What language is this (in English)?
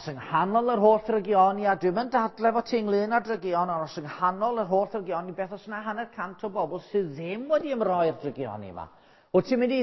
Welsh